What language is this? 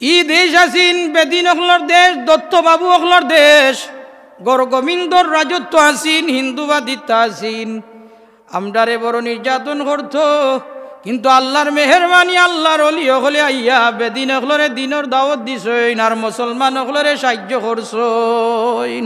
Sylheti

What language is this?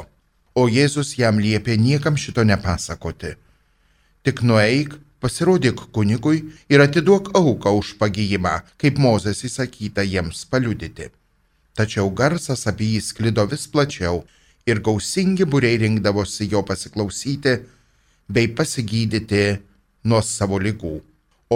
Lithuanian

